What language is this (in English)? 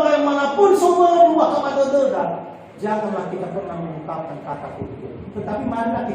Nias